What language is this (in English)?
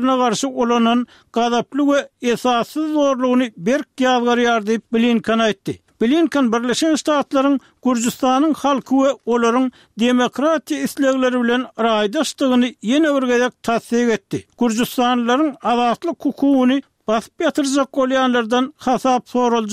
Turkmen